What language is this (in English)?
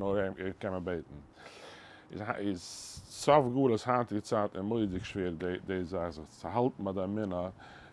Yiddish